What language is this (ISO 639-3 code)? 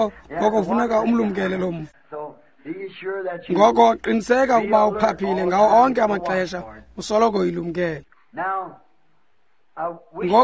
xho